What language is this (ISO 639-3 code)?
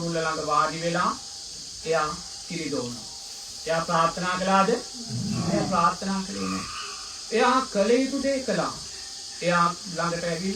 sin